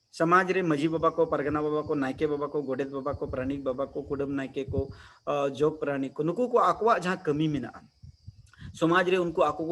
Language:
Santali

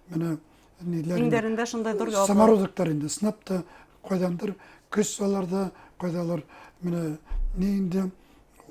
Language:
Bashkir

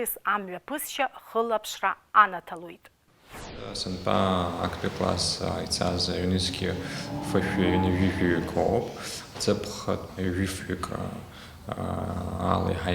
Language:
Abkhazian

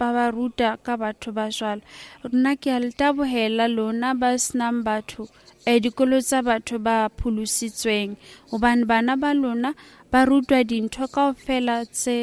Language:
Southern Sotho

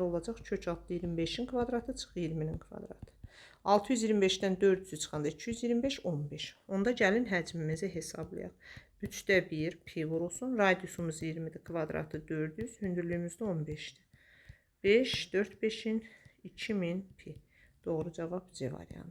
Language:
Azerbaijani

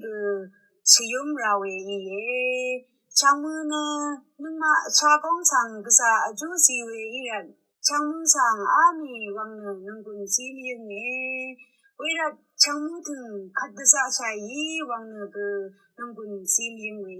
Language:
Rawang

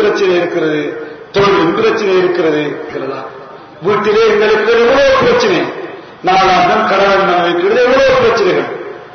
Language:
Tamil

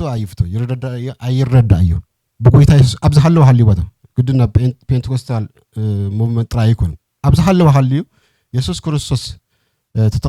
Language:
Tigrinya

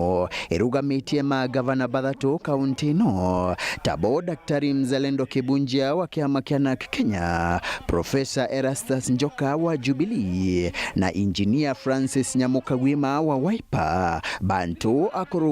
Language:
Meru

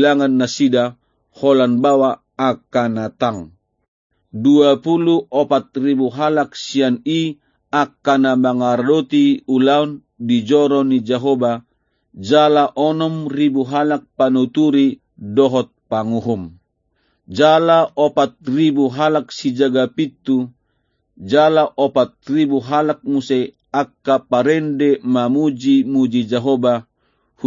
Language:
Batak Toba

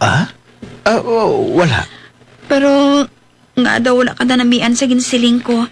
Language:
Hiligaynon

